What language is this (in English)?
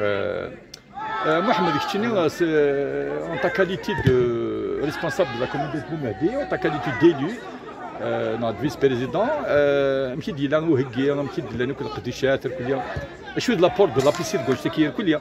Kabyle